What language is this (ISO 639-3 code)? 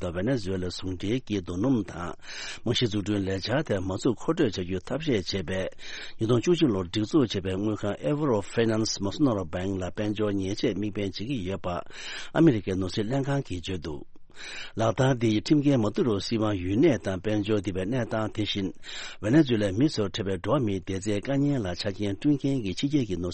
bod